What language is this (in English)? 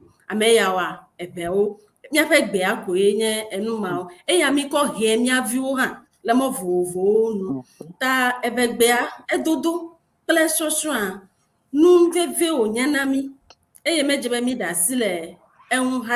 Ewe